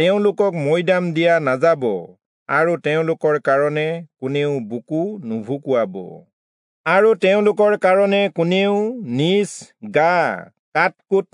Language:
Assamese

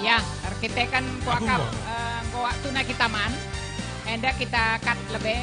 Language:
Batak Karo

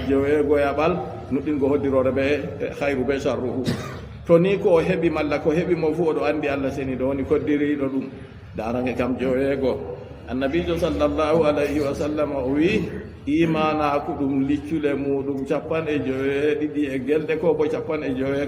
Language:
Fula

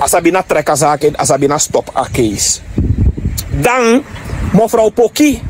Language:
Sranan Tongo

